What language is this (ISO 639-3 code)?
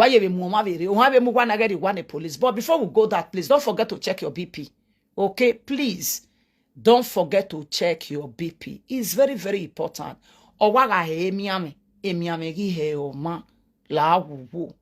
pcm